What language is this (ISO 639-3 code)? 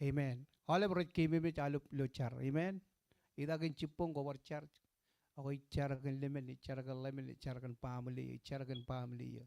mah